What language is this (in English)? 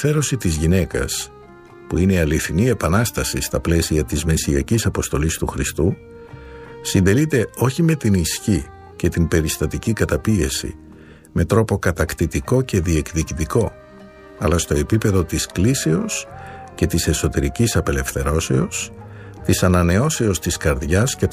Greek